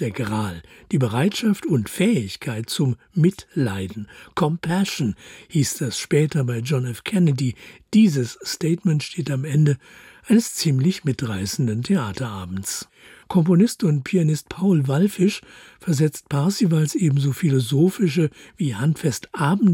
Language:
German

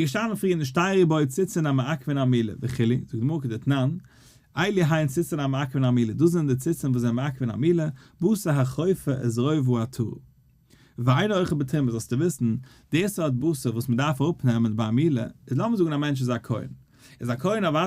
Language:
Yiddish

